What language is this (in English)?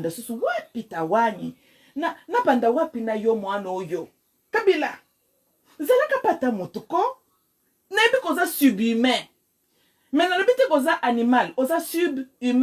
Lingala